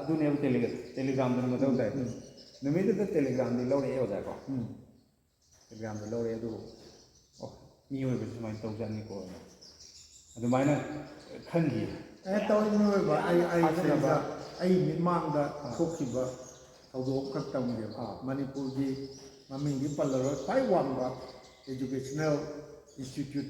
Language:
Manipuri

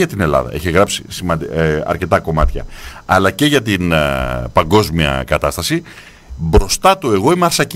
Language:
Greek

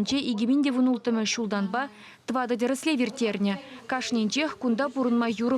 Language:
Chuvash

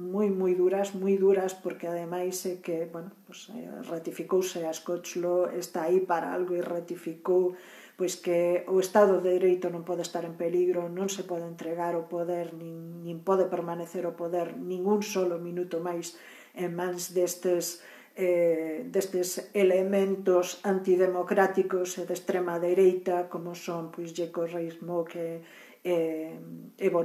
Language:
Galician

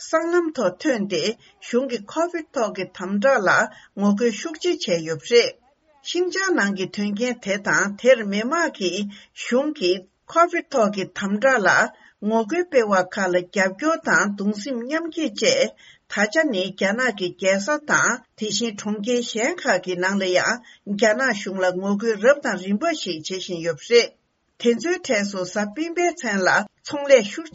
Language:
Tibetan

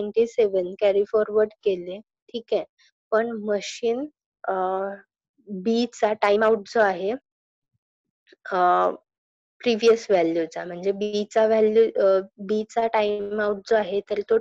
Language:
Marathi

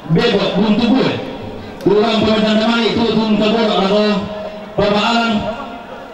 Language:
Toraja-Sa'dan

